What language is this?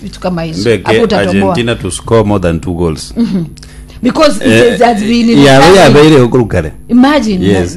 Gusii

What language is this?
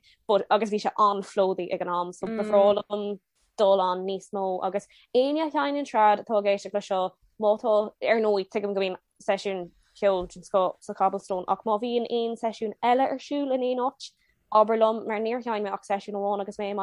Irish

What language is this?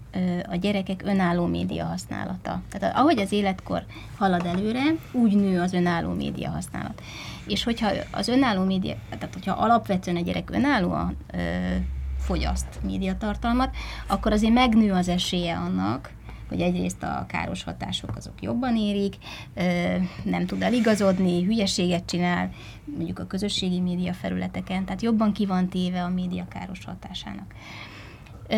Hungarian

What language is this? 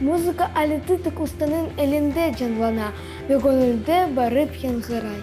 Crimean Tatar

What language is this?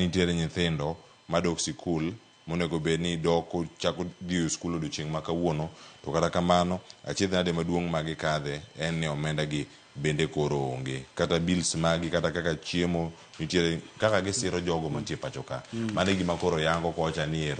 Luo (Kenya and Tanzania)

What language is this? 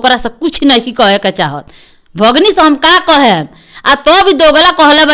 Bhojpuri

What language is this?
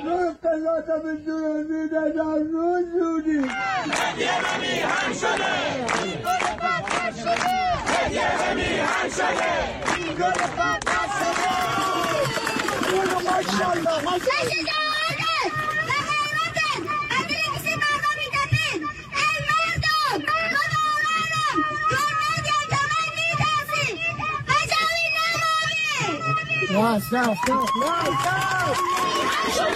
Persian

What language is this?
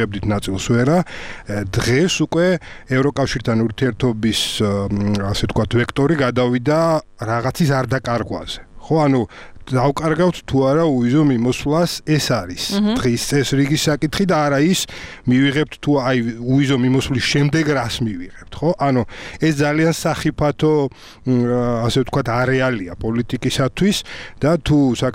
Georgian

